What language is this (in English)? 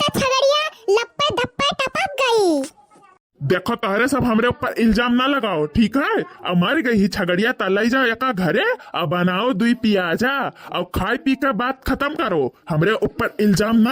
Awadhi